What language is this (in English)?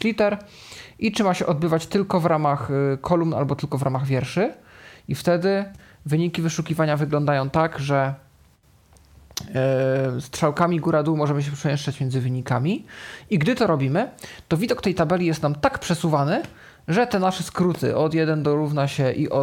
Polish